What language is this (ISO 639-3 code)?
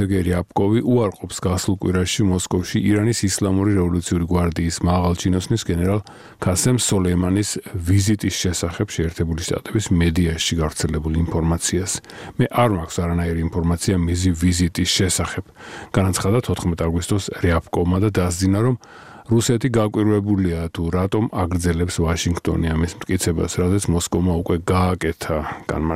kat